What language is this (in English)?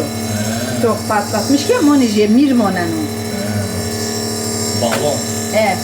Zaza